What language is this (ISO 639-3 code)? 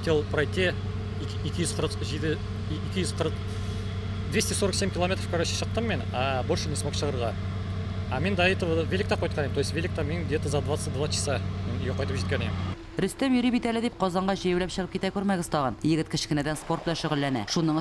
tat